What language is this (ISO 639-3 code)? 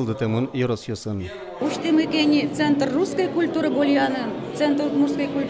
udm